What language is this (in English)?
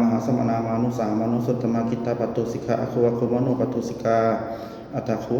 Pali